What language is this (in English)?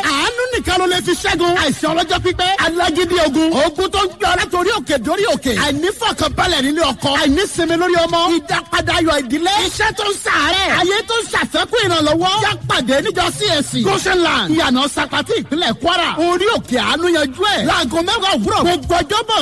Yoruba